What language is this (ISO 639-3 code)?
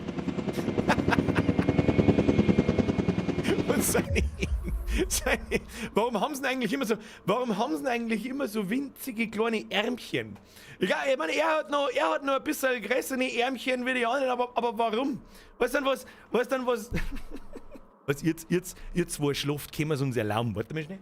bar